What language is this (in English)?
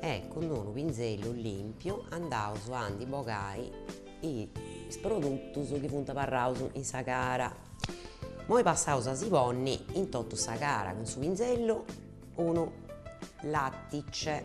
Sardinian